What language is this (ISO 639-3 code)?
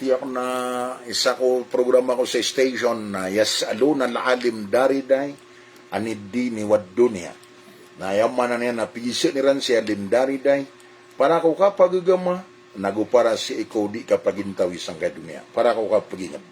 mrw